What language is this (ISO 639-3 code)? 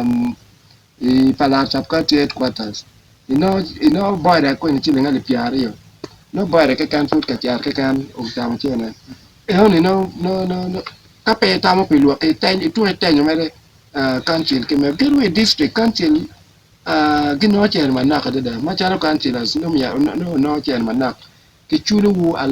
ach